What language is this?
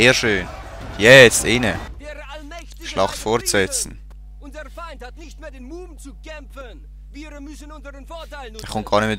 Swiss German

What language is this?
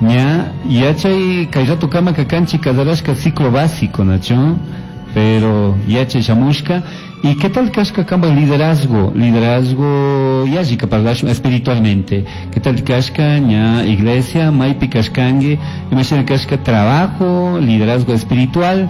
Chimborazo Highland Quichua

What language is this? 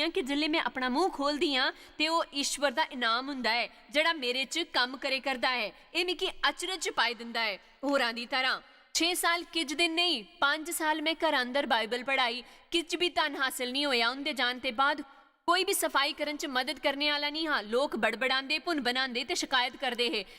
Dogri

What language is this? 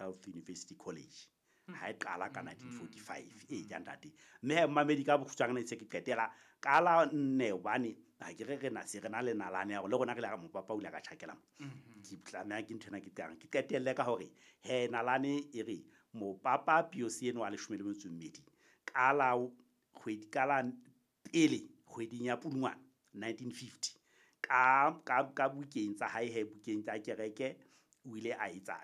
Southern Sotho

